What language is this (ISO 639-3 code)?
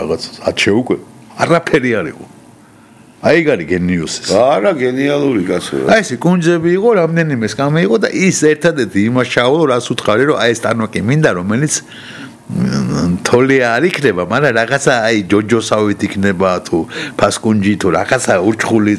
kat